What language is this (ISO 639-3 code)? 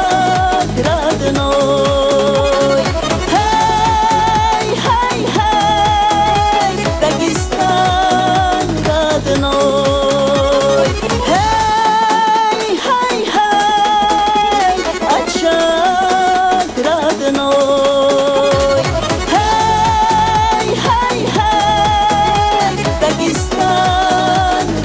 tab